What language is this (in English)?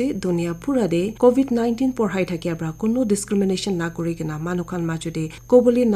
Naga Pidgin